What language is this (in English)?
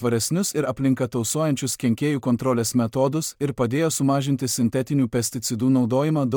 Lithuanian